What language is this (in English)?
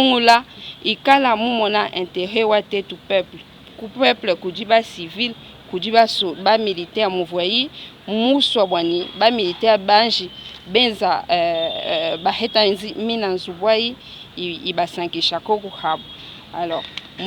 Luba-Lulua